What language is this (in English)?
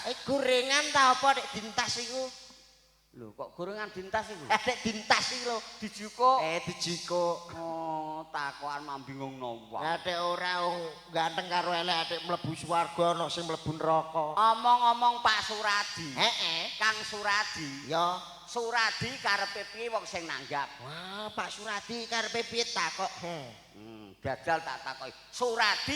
Javanese